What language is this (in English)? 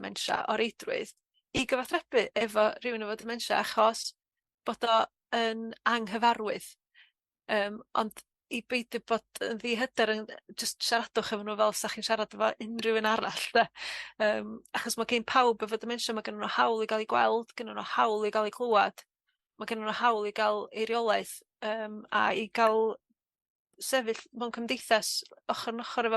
Welsh